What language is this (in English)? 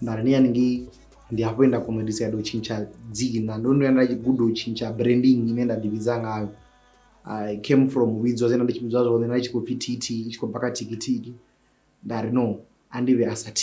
Venda